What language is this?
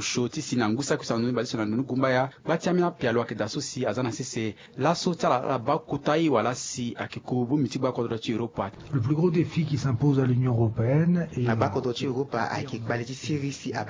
Sango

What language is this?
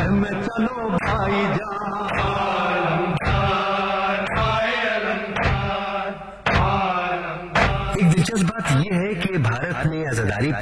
Urdu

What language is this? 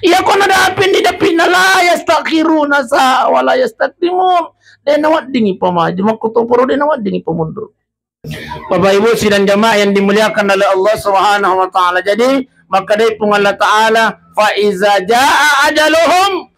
Buginese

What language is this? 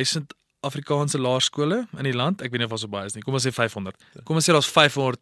Afrikaans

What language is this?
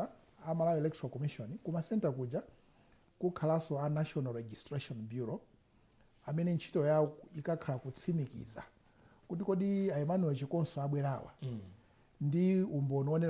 Nyanja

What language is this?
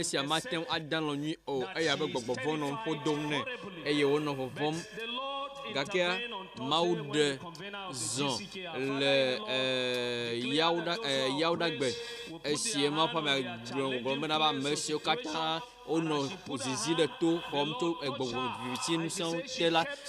Ewe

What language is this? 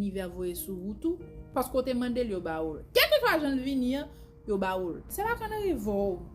Haitian Creole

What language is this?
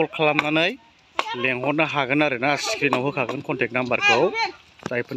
Bodo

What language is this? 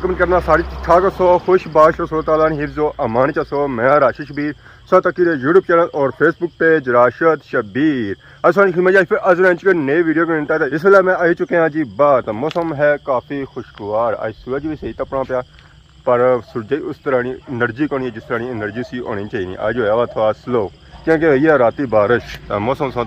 Pahari-Potwari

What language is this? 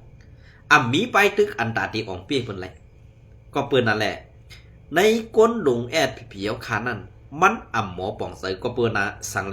Shan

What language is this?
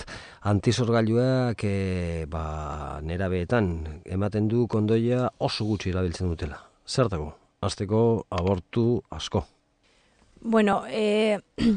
Basque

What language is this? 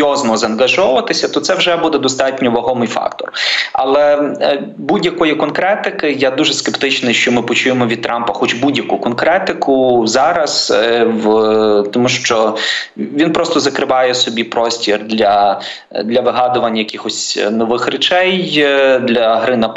Ukrainian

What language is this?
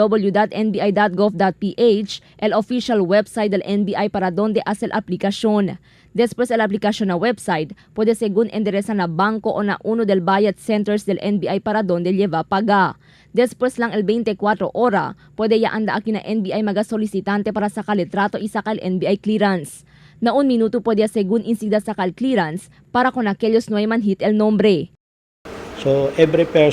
Chavacano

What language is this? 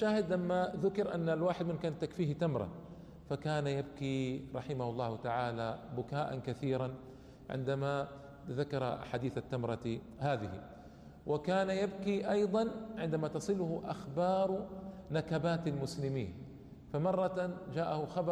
Arabic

